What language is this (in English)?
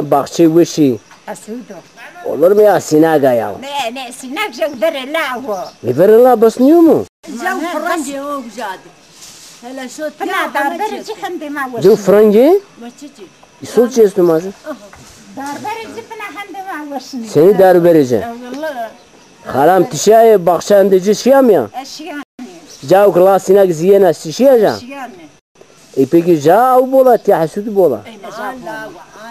Zaza